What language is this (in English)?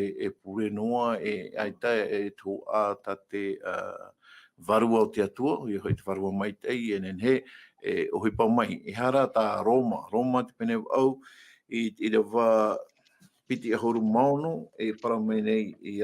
Tahitian